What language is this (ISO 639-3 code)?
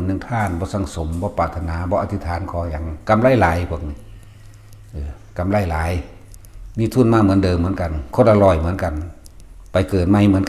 tts